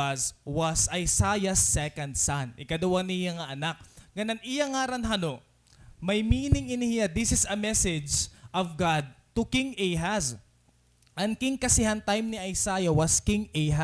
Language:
Waray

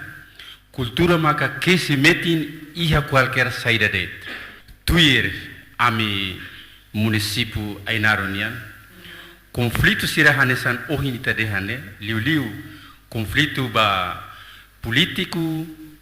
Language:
Tetum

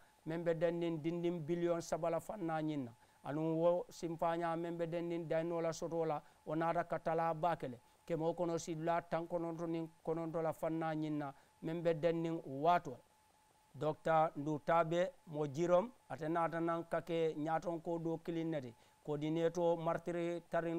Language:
Mandingo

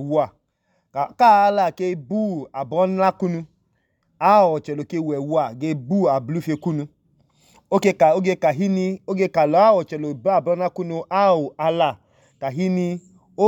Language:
Idoma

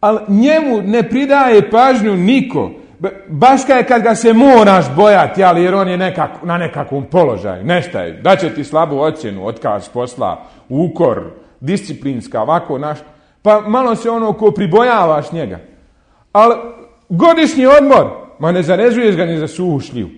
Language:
Bosnian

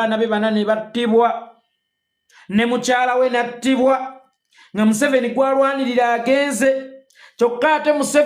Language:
Ganda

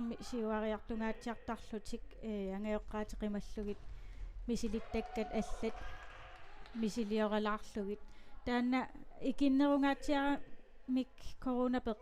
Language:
Kalaallisut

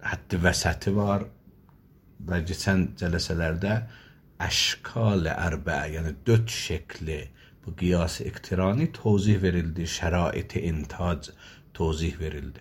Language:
Azerbaijani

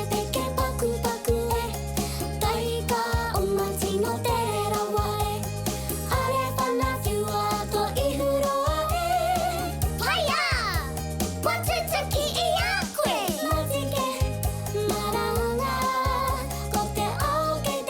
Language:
Māori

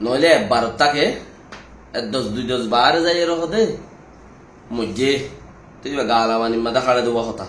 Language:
Rohingya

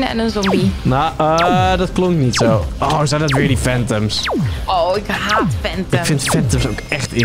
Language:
Dutch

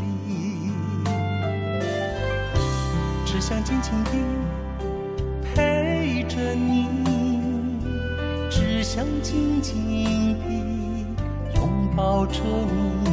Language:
Chinese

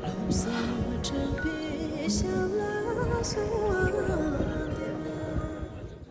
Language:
Tibetan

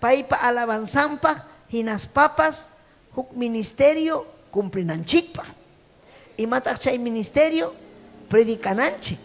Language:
Ayacucho Quechua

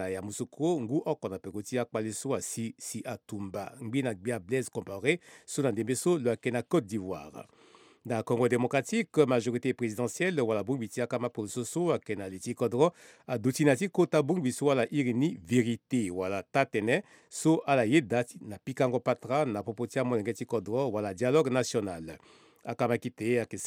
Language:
Sango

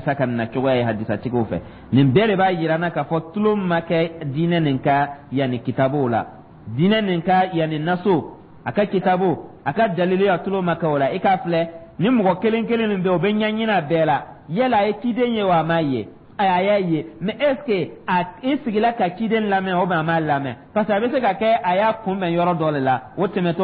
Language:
Dyula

